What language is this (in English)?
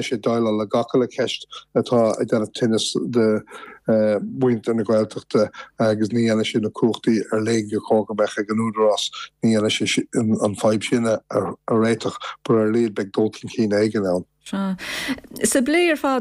Irish